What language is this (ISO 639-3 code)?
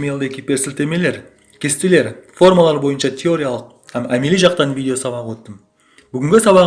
kaa